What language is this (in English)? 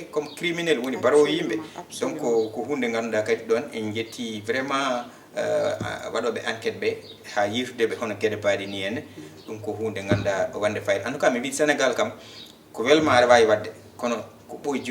Fula